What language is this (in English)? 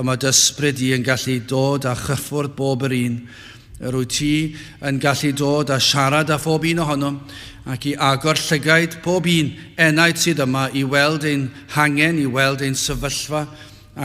Welsh